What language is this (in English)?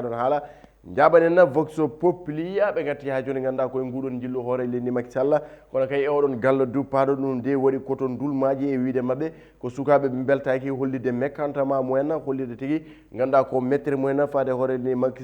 Fula